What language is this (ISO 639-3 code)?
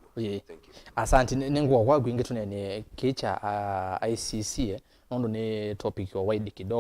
kam